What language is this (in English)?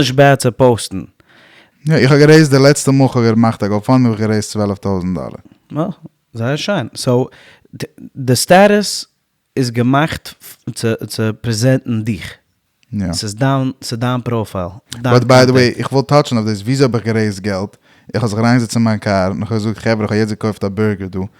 Yiddish